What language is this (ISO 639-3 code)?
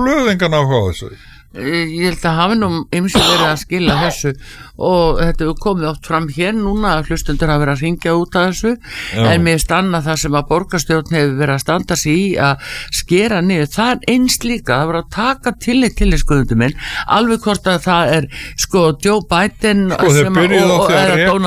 isl